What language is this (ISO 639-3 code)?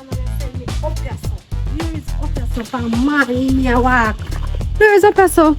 jam